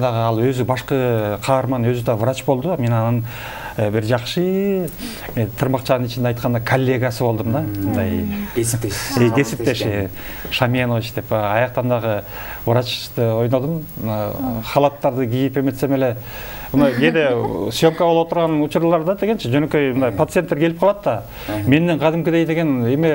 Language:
Kyrgyz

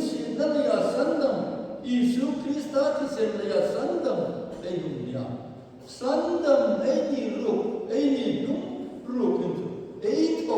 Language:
Hmar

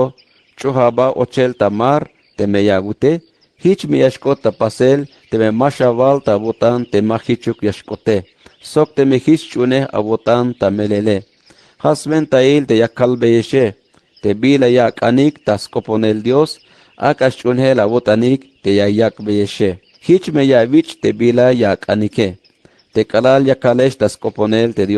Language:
Tzeltal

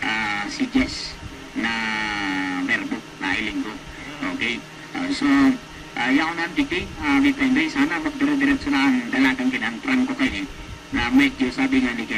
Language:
Bikol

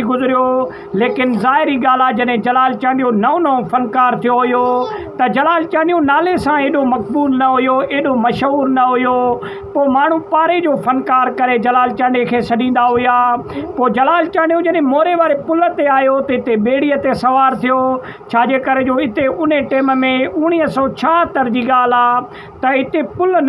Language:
Sindhi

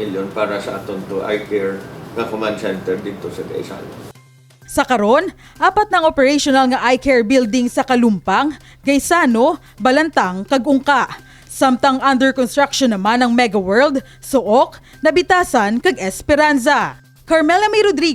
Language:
Hiligaynon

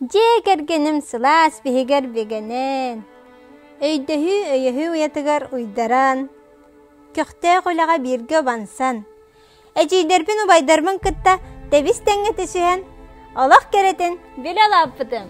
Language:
Yakut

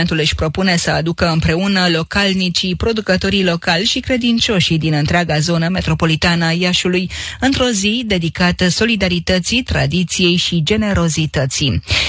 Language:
Romanian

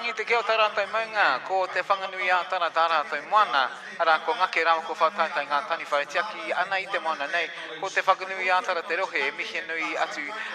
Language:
Māori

